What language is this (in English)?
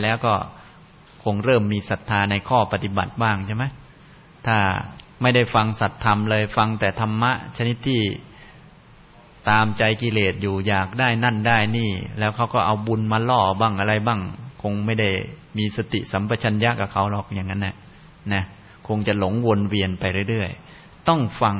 Thai